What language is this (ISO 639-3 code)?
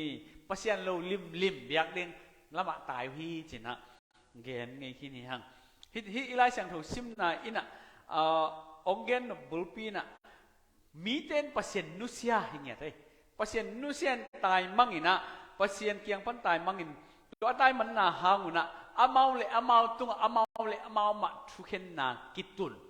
ctd